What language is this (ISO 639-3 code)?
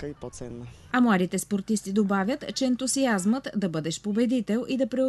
bul